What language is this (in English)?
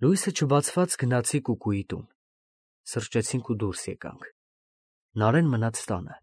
Armenian